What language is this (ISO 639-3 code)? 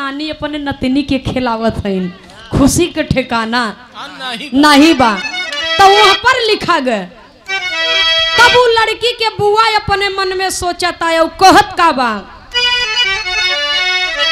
bho